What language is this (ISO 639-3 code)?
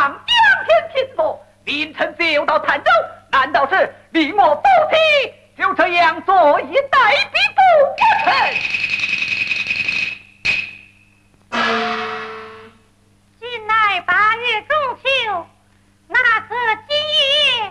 zho